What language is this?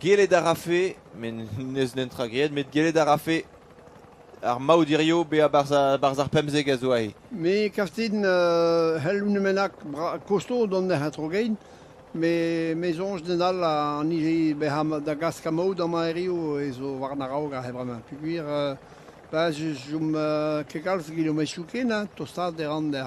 Breton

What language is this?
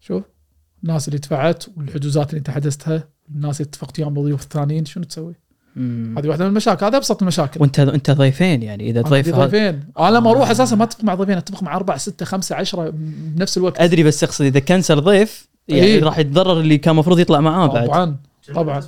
Gulf Arabic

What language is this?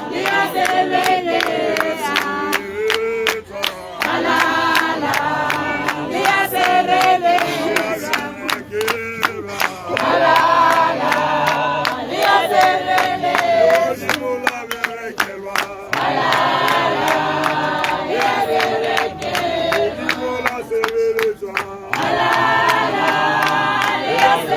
Tswana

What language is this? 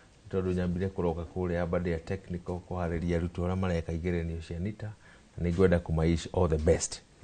Kikuyu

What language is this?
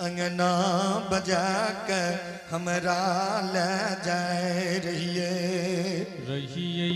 Angika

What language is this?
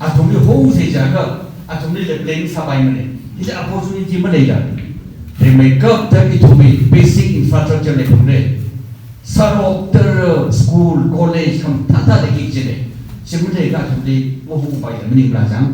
Tangkhul Naga (India)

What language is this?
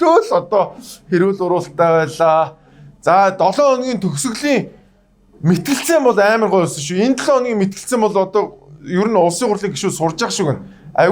Mongolian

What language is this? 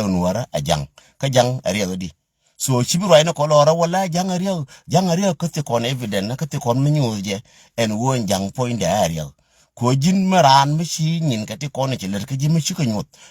Nuer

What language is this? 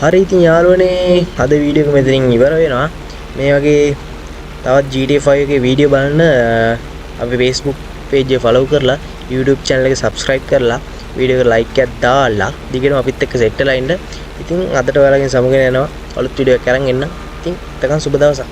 Sinhala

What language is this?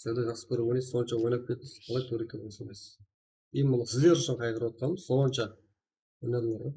Kara-Kalpak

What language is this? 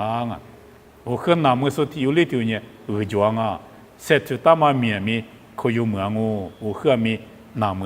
Lisu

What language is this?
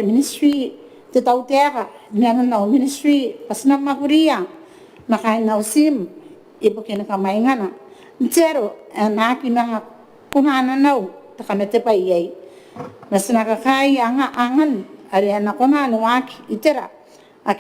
Gilbertese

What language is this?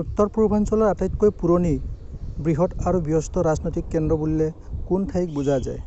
Assamese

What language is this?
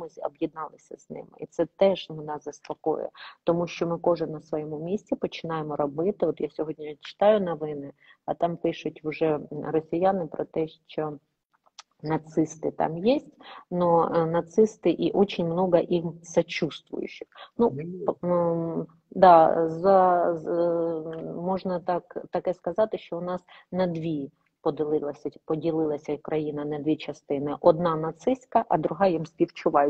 Ukrainian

